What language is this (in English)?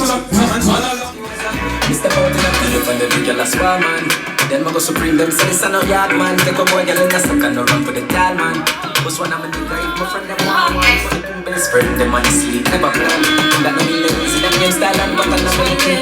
Jamaican Creole English